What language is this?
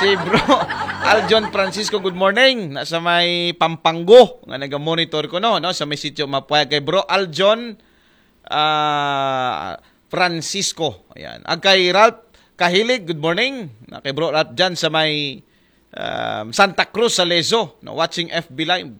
Aklanon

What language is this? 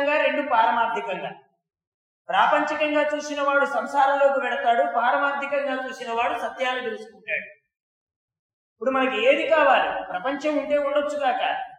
Telugu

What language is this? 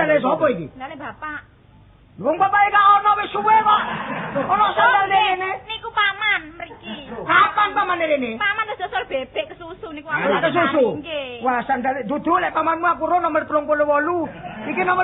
Javanese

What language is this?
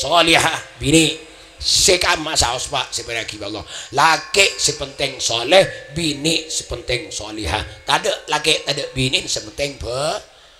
Madurese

